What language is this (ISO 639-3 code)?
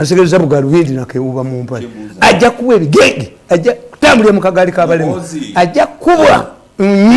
lug